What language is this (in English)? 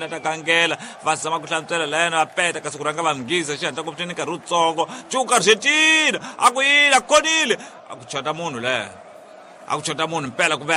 Tsonga